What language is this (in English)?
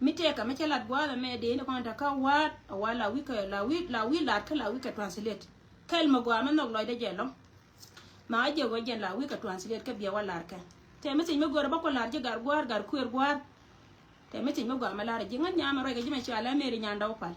Nuer